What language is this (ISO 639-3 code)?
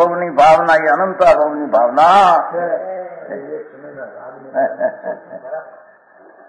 guj